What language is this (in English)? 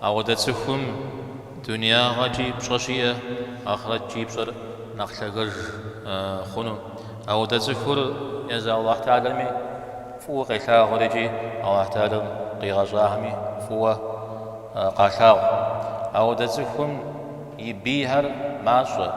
Kabardian